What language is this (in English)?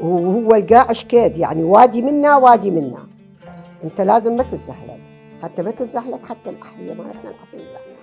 Mesopotamian Arabic